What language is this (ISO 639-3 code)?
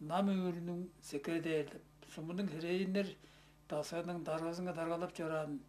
tyv